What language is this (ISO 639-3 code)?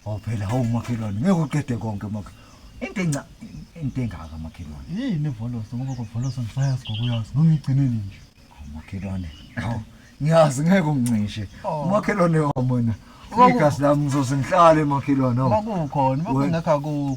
zul